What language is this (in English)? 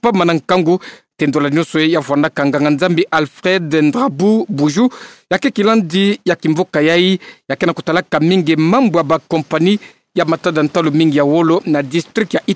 Kituba (Democratic Republic of Congo)